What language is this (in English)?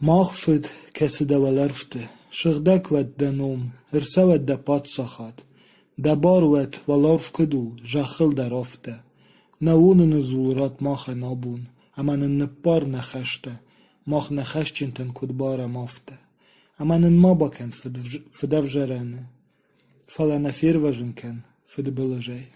Ossetic